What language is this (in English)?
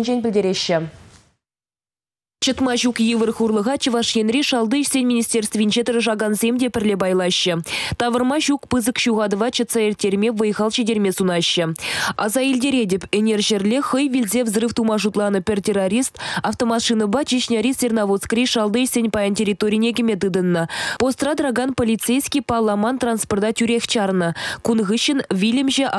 Chuvash